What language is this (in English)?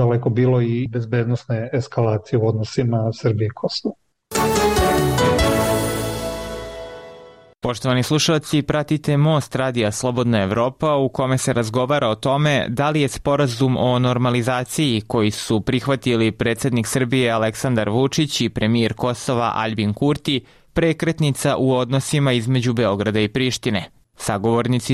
Serbian